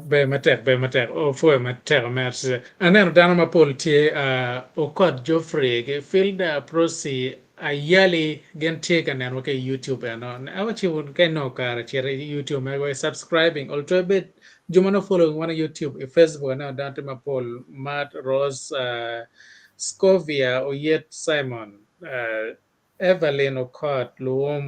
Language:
Acoli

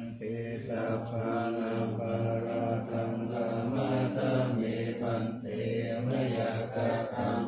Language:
Pali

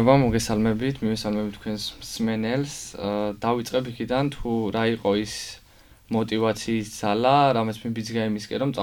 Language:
Georgian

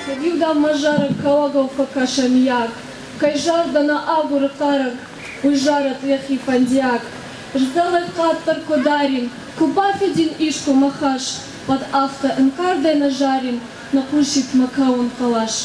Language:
Ossetic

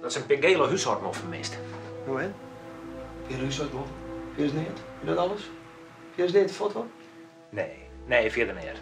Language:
Western Frisian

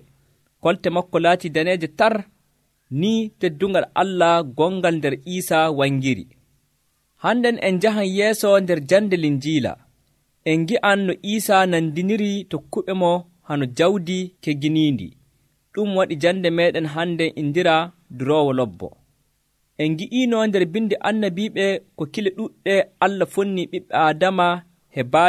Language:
Nigerian Fulfulde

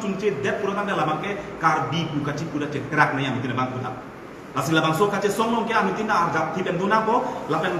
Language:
Karbi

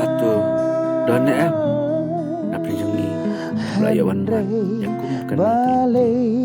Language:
Khasi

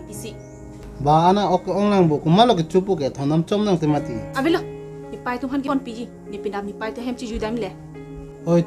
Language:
Karbi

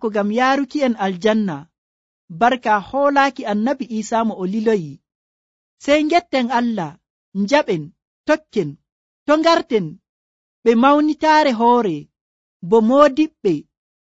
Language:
Nigerian Fulfulde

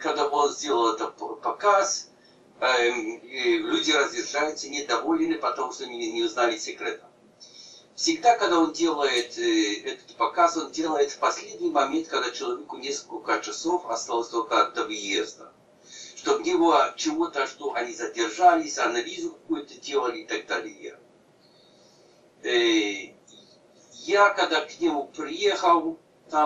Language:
Russian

